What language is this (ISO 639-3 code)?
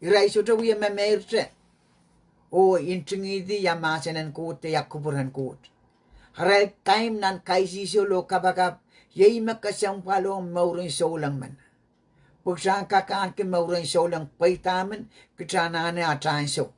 pon